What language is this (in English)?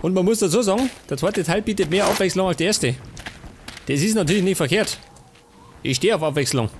Bavarian